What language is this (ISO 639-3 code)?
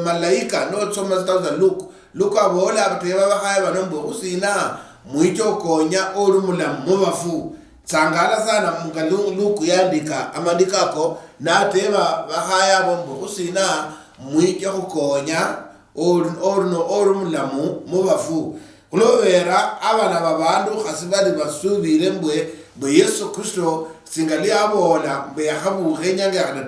luy